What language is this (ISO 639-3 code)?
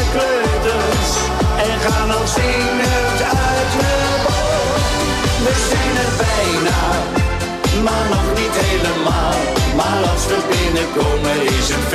nld